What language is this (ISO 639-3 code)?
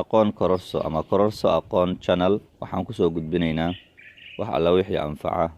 som